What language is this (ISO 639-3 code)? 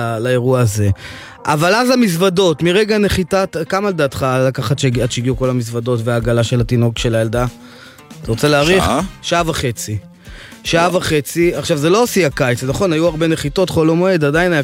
heb